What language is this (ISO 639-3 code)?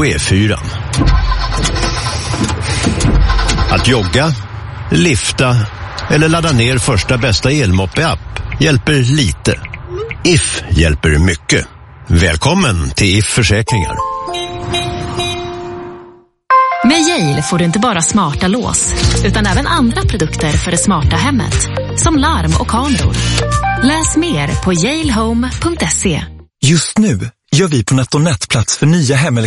swe